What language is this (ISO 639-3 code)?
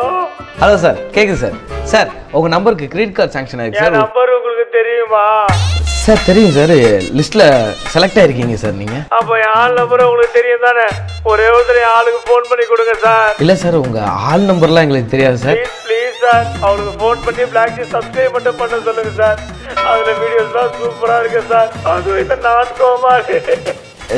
tam